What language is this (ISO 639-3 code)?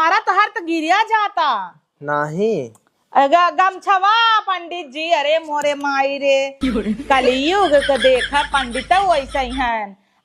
awa